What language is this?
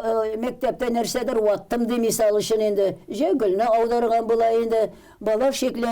Tatar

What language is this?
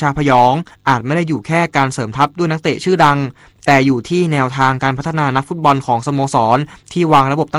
Thai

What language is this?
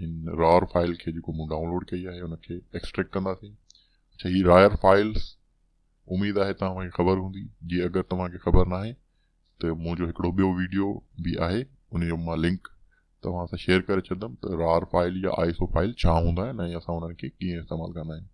Sindhi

